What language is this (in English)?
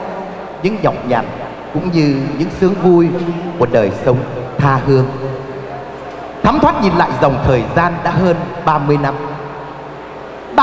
Vietnamese